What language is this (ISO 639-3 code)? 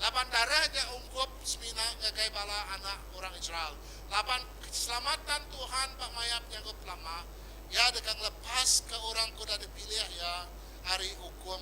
iba